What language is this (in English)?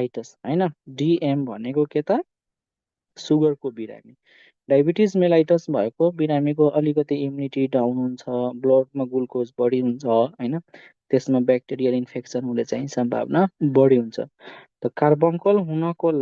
Nepali